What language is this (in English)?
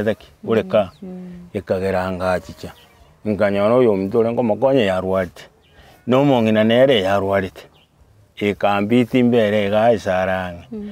Gusii